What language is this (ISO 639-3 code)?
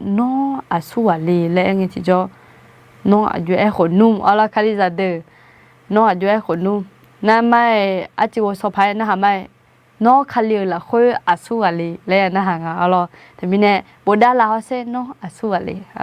ahk